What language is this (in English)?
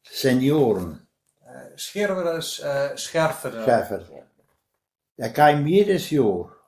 Westphalien